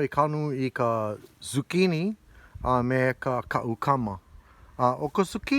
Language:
Hawaiian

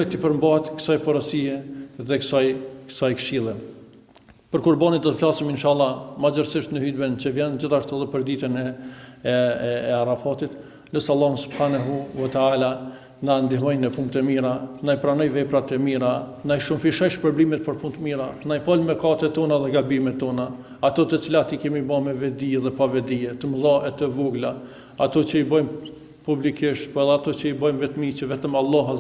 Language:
Albanian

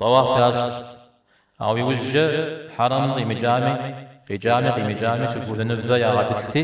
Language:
Kabardian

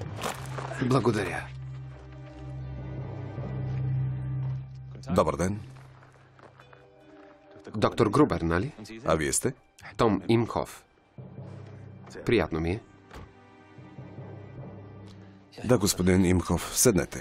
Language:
Bulgarian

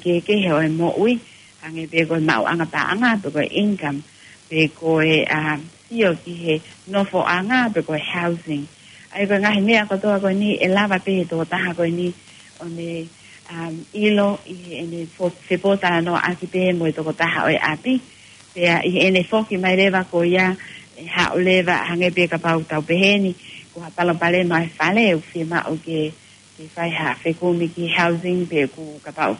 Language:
Tongan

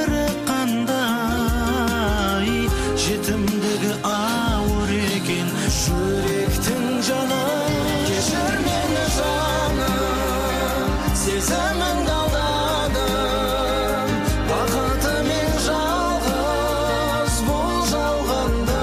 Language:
Kazakh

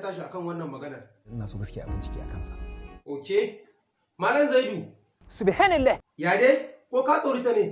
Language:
Hausa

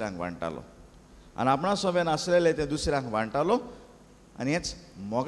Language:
Konkani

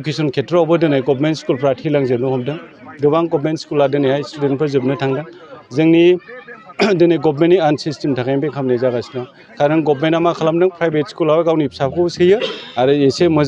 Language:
Bodo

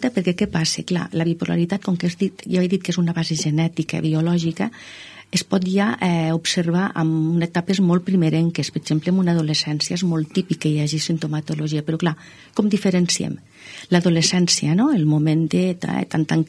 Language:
Catalan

